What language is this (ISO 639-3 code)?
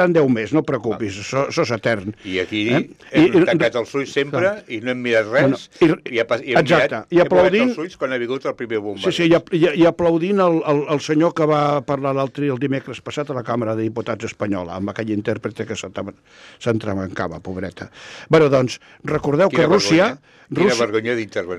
cat